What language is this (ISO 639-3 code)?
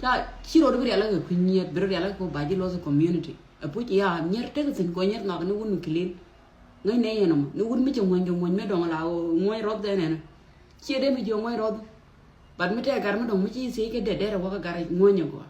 nus